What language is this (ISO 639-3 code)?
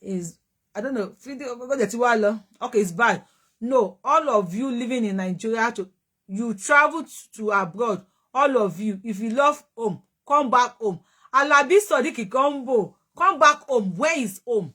yor